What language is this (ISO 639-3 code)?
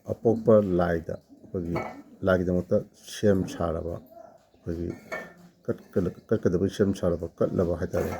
mni